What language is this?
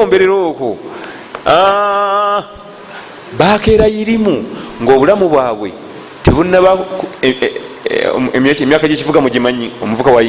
Ganda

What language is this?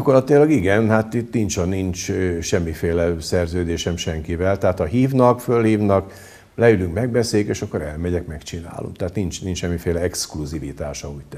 Hungarian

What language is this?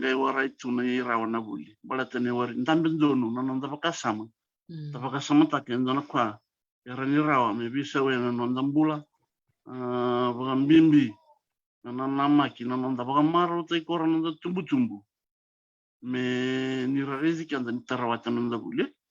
Fijian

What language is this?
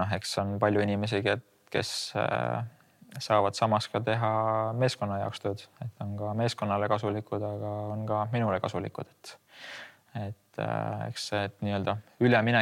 Estonian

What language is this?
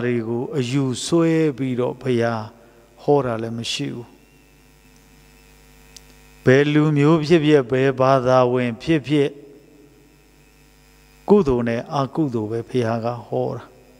Burmese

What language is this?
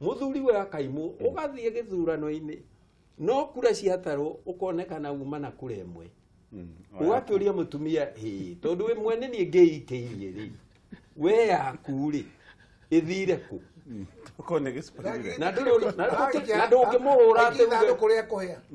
Kikuyu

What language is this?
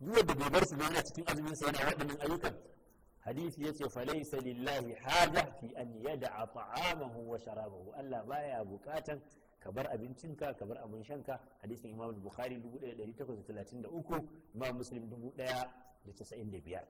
Hausa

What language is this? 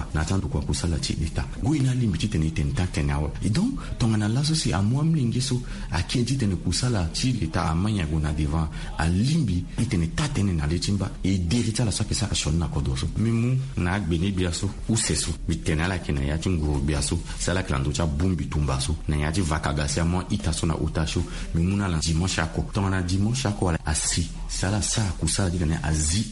Sango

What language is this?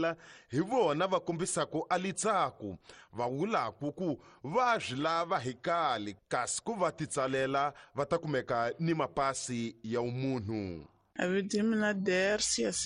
Tsonga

